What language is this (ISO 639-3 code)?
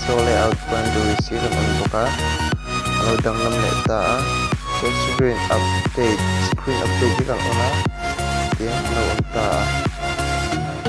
lus